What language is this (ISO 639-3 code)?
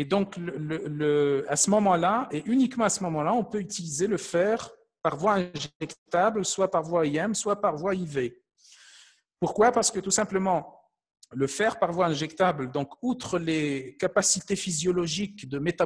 fra